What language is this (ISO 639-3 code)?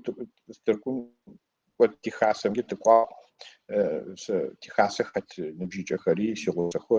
ady